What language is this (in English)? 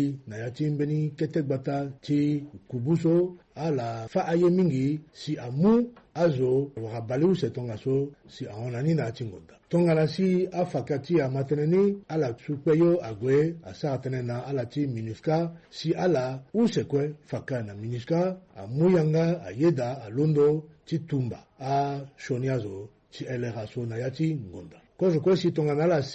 Sango